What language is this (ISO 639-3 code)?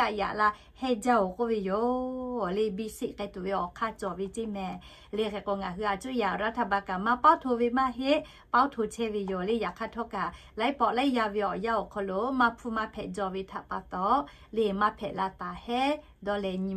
lhu